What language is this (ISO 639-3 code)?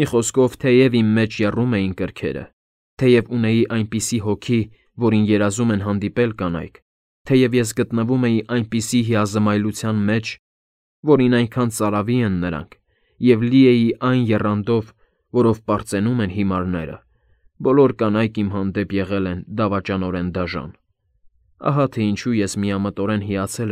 hye